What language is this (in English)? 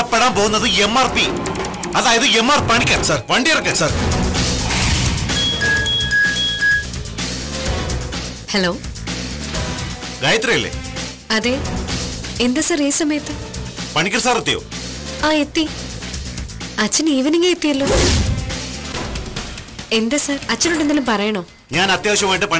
Malayalam